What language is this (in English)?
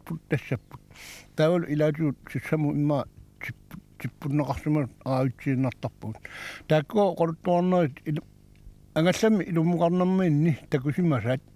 Kalaallisut